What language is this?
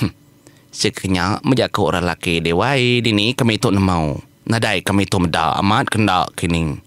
Iban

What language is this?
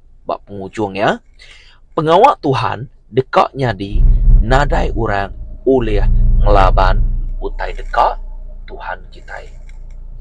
Iban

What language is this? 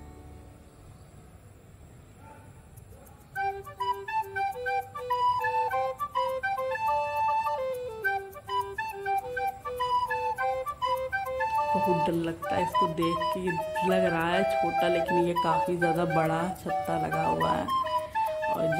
Hindi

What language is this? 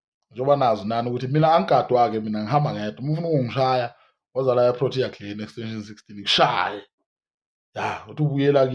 Zulu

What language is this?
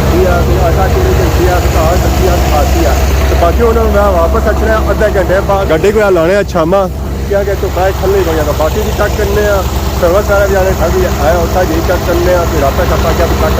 Pahari-Potwari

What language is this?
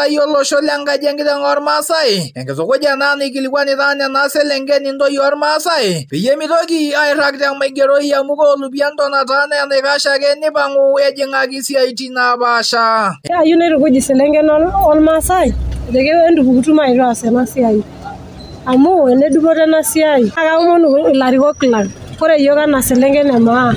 Masai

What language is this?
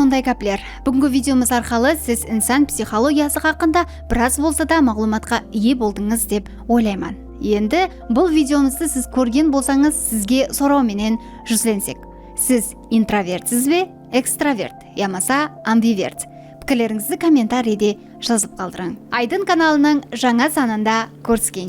Kara-Kalpak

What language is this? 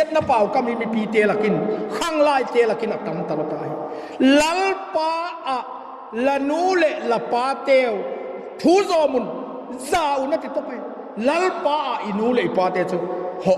Vaiphei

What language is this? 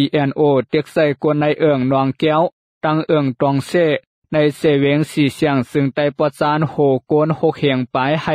Shan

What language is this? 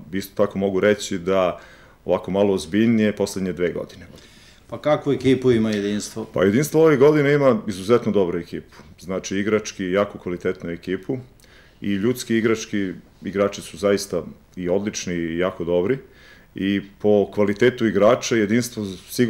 Serbian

